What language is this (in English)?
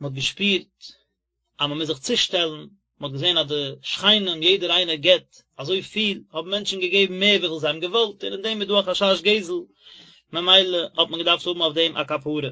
Yiddish